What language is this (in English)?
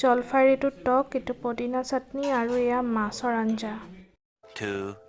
Assamese